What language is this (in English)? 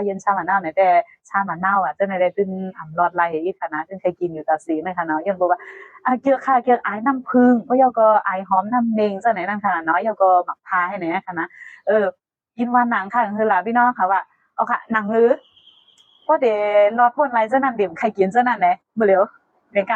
Shan